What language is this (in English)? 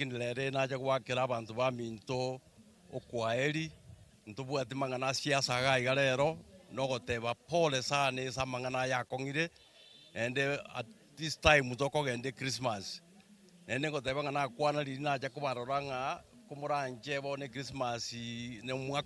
Gusii